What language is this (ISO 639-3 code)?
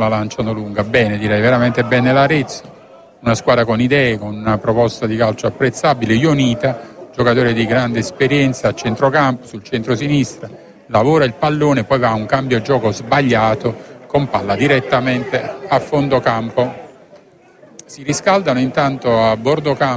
ita